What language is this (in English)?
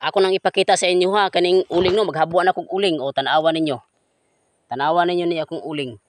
Cebuano